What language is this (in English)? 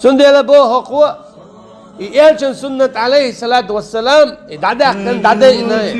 Chechen